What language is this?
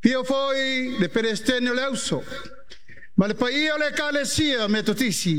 Samoan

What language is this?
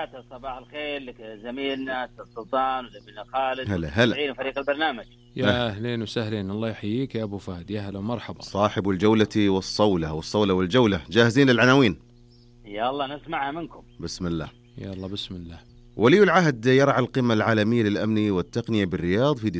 Najdi Arabic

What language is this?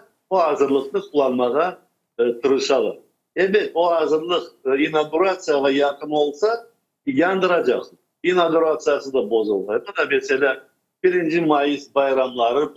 Crimean Tatar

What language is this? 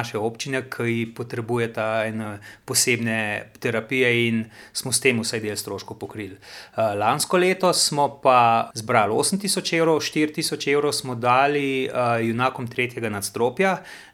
Slovenian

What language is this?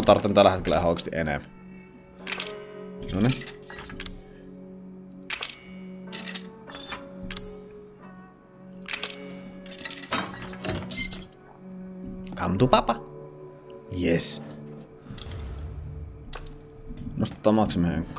Finnish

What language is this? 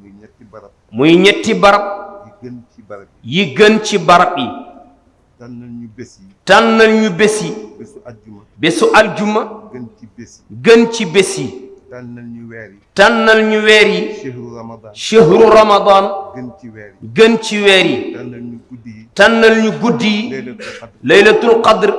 Wolof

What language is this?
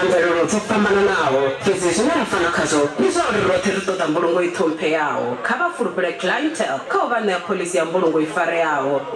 Venda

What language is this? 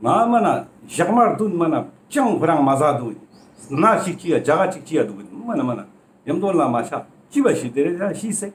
Ladakhi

